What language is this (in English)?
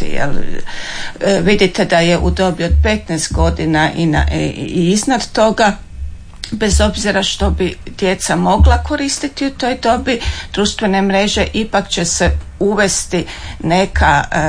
Croatian